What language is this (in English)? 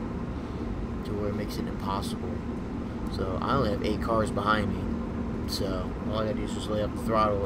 English